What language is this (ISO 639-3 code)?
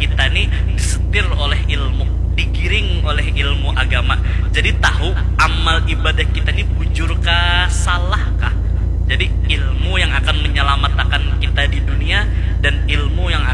bjn